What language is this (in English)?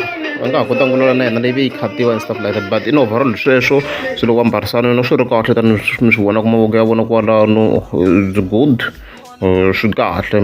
Tsonga